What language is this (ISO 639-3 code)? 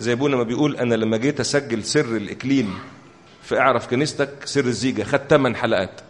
arz